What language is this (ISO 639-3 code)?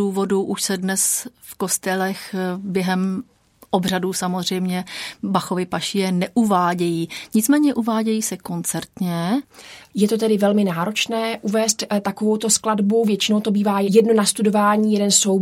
ces